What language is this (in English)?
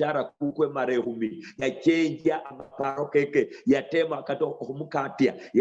Luyia